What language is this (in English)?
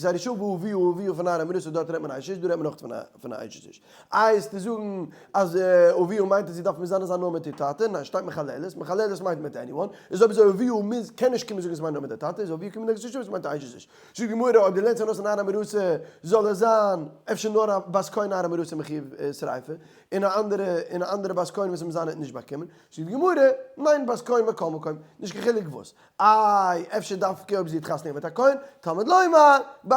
Yiddish